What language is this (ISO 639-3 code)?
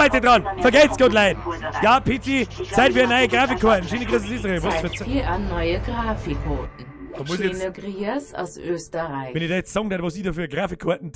bar